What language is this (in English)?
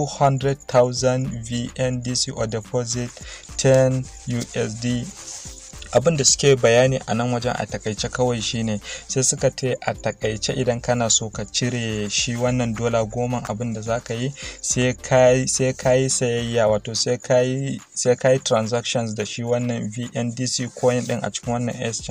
Hausa